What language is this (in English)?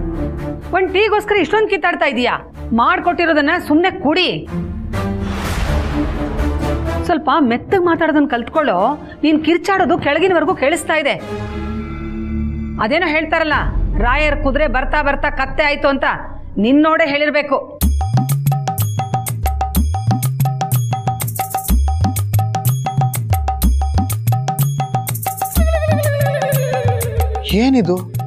Kannada